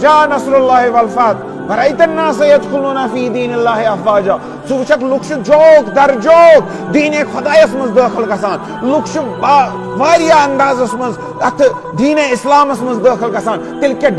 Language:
Kashmiri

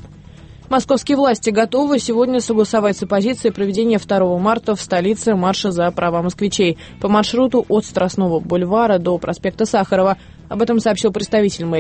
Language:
Russian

